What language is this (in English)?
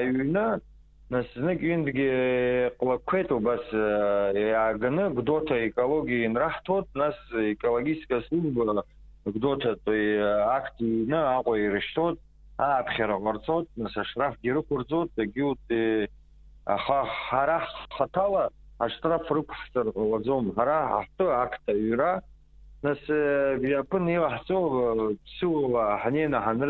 Abkhazian